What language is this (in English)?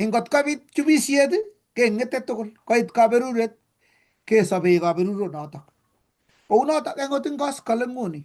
Kalenjin